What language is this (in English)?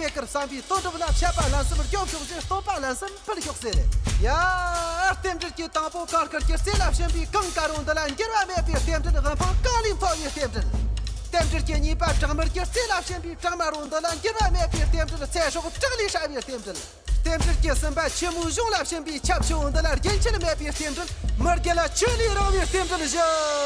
Tibetan